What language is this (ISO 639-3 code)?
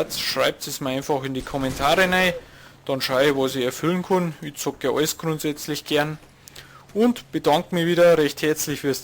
bar